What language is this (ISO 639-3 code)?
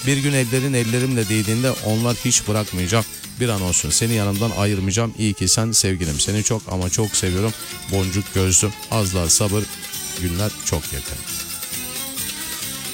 tur